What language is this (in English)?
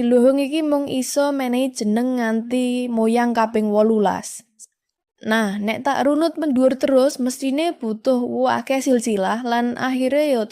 Javanese